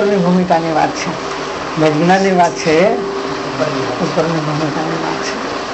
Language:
Gujarati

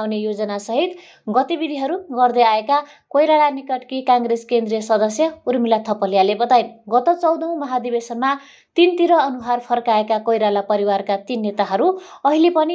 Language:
Nepali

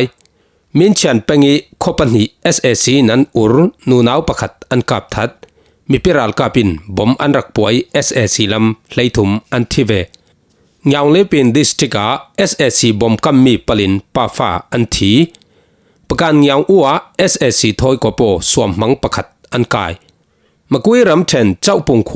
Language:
Falam Chin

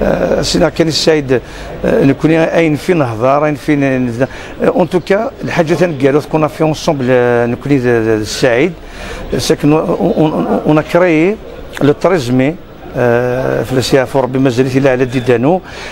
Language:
Kabyle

